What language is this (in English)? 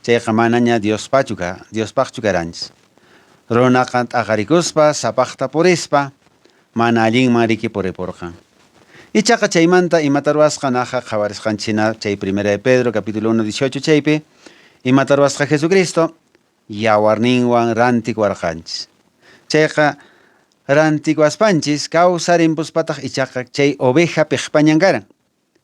Quechua